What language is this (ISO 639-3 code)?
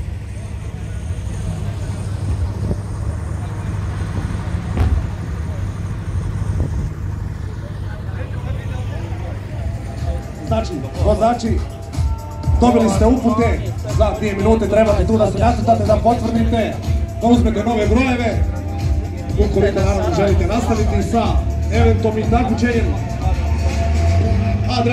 hrv